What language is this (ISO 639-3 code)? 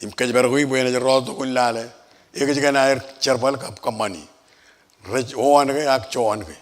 mah